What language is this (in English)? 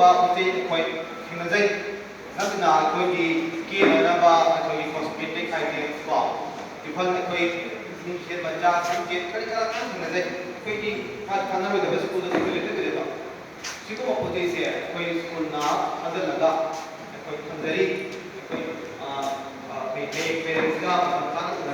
Manipuri